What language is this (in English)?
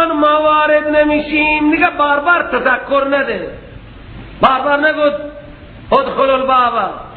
Persian